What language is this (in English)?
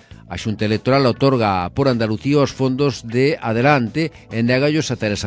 Galician